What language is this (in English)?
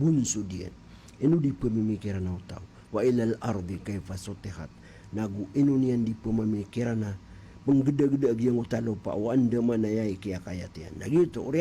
Maranao